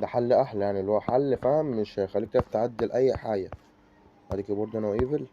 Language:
Egyptian Arabic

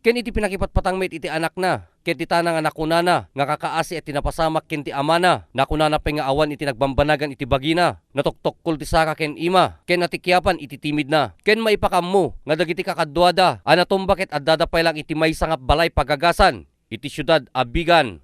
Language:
Iloko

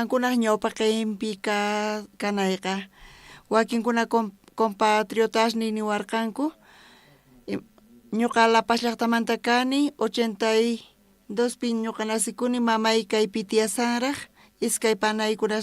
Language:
South Bolivian Quechua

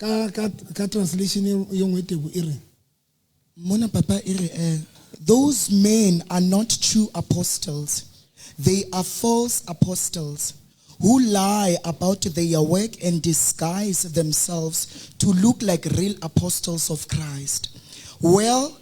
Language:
Southern Sotho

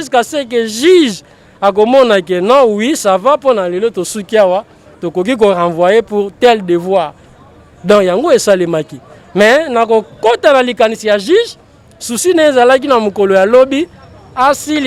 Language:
Lingala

